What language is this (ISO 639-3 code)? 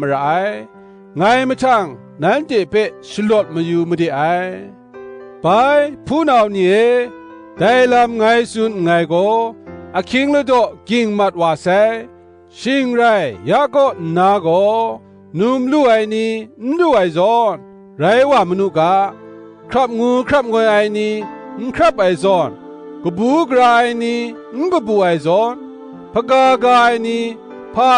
kac